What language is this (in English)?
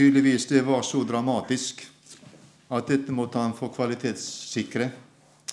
Norwegian